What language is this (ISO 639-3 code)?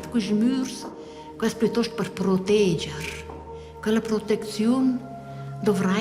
roh